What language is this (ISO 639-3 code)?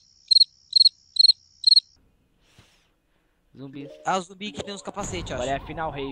por